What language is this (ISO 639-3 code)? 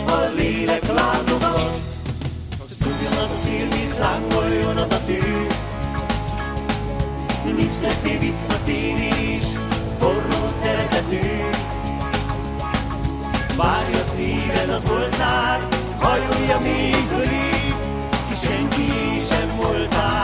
hun